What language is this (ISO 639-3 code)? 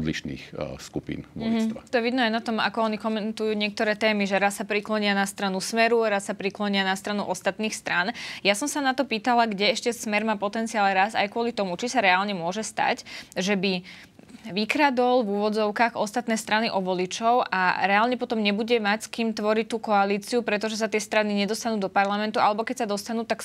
slk